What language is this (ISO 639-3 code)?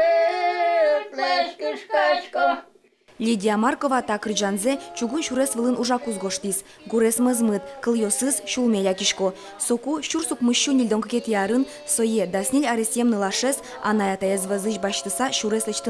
udm